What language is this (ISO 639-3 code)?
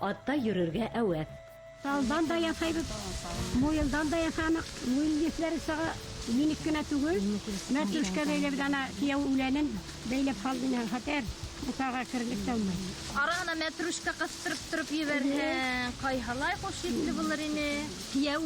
bak